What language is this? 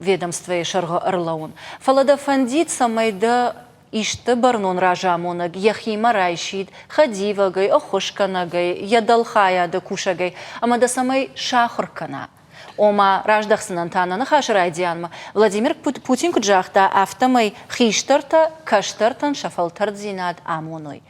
Ossetic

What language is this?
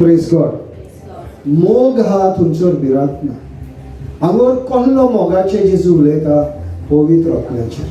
Konkani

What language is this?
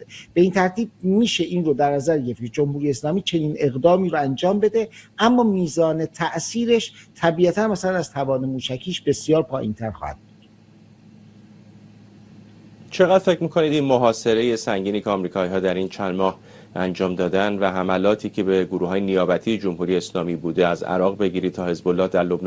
Persian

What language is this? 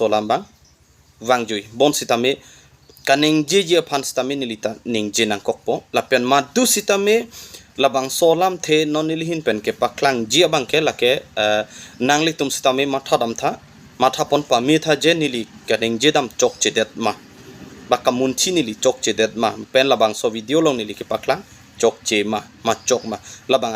Karbi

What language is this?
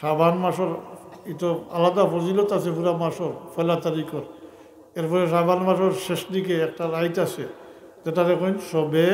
Sylheti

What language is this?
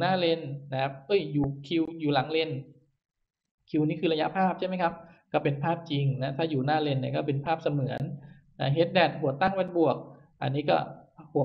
Thai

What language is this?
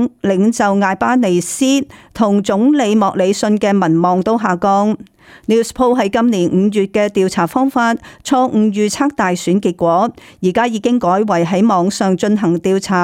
Cantonese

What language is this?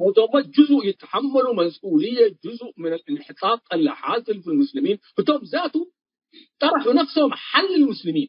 Tigre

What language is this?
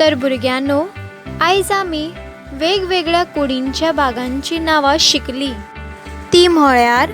Konkani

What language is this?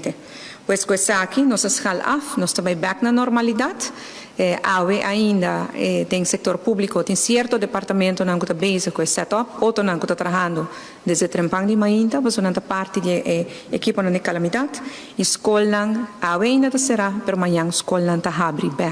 Papiamento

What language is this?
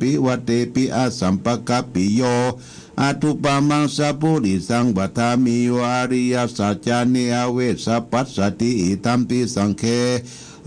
Pali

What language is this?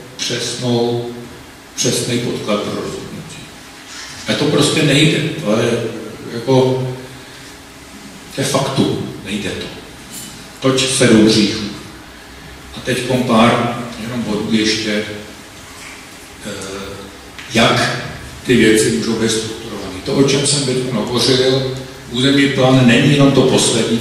Czech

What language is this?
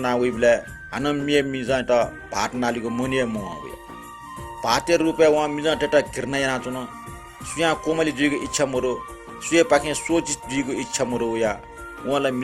Newari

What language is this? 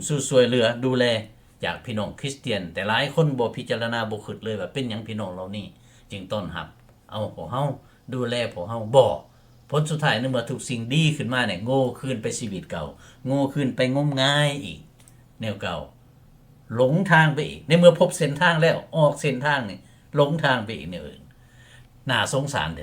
Lao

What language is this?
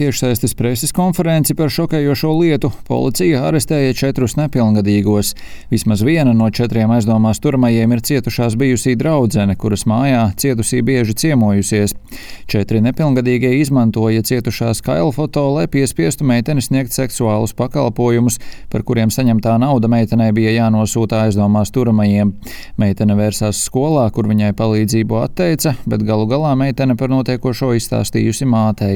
Latvian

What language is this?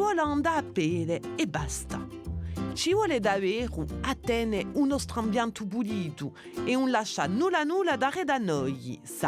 Corsican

